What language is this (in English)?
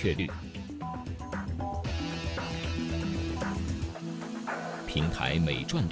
Chinese